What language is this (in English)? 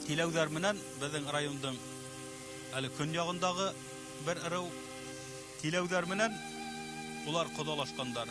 Bashkir